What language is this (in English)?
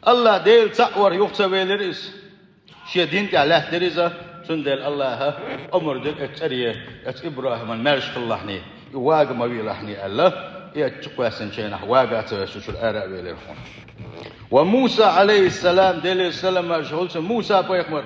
Chechen